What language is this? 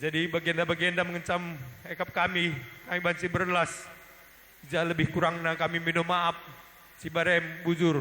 Batak Karo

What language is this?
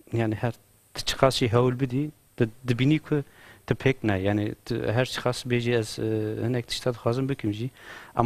Kurdish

